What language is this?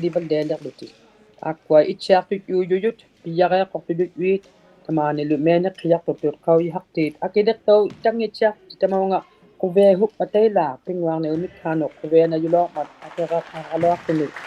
Inuktitut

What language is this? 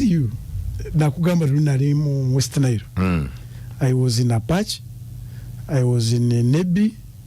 Ganda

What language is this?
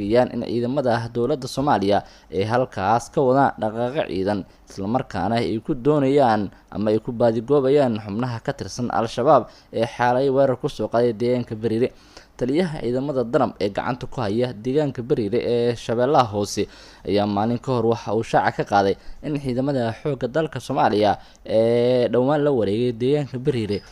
Somali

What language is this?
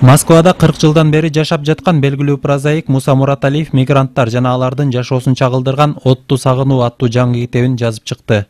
Kyrgyz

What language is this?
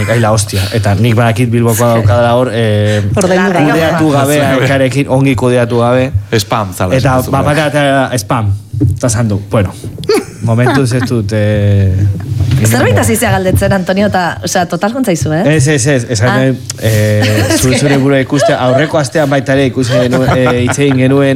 Basque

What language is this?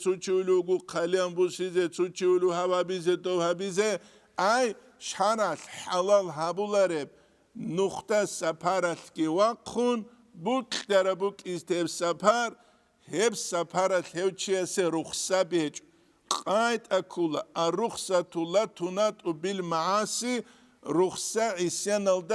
Avaric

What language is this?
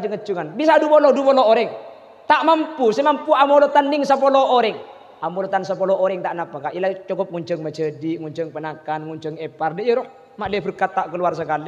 Madurese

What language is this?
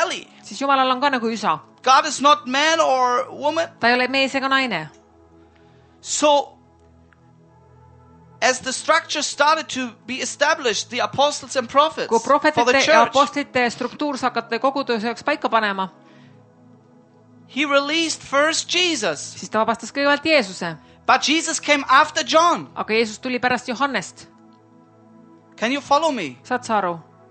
Estonian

